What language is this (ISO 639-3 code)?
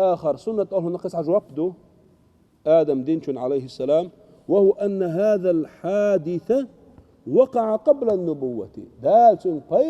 che